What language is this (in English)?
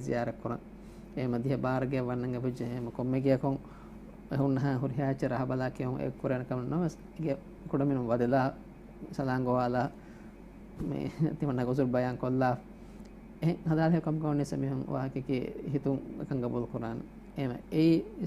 Divehi